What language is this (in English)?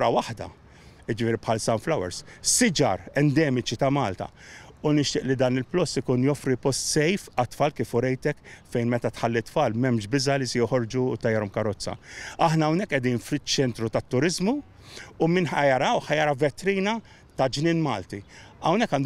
Maltese